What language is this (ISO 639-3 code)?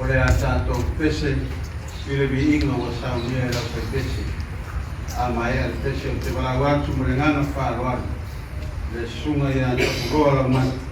smo